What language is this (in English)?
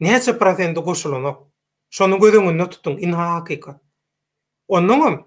Turkmen